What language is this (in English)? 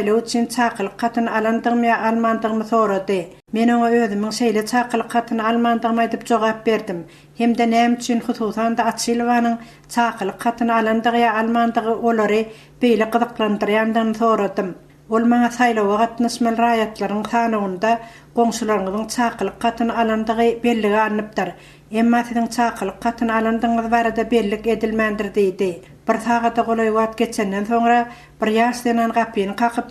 Turkmen